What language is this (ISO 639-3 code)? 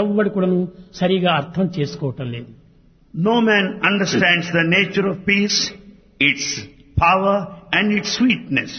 tel